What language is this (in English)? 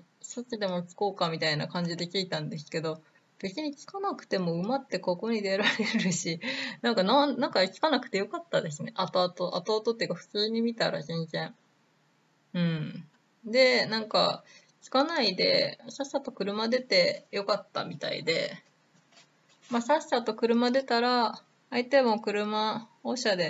Japanese